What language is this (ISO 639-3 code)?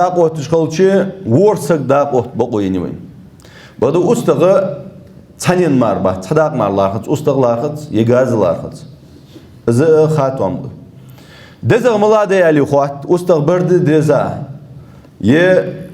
inh